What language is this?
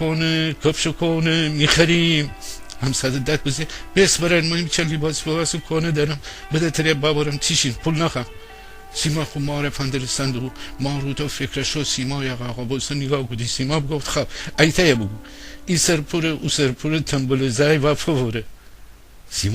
Gilaki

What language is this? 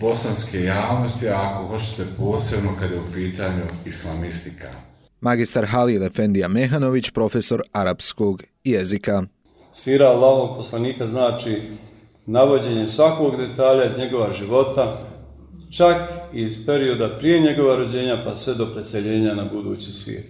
Croatian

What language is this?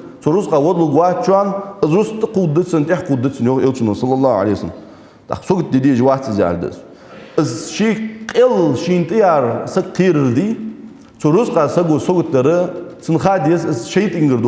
Ingush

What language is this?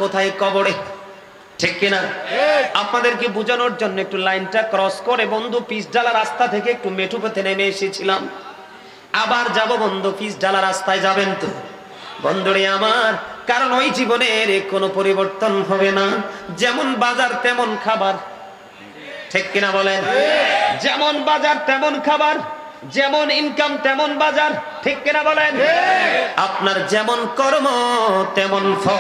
Bangla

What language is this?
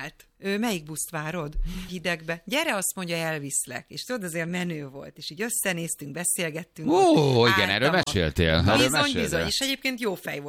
Hungarian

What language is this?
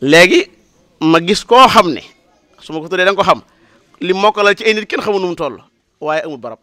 Wolof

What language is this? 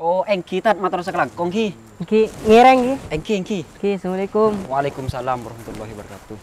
Madurese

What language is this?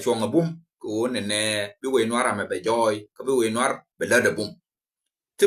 Nuer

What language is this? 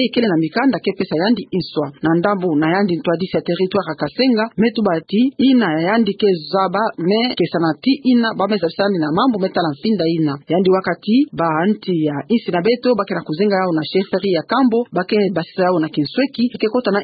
Kituba (Democratic Republic of Congo)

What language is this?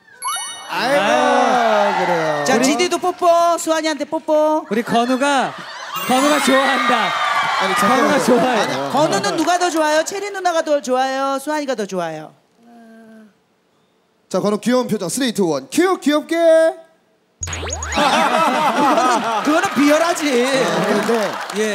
Korean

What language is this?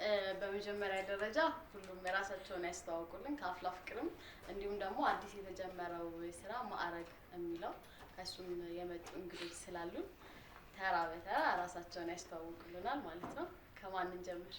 Amharic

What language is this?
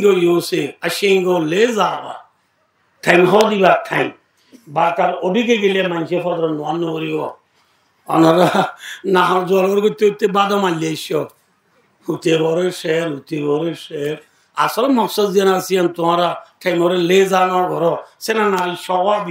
Rohingya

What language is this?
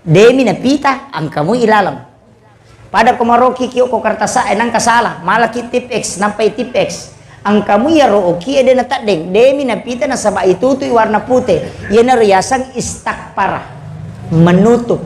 Buginese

